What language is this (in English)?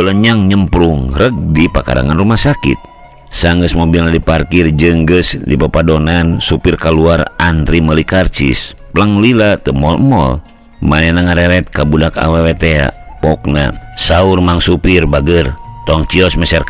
Sundanese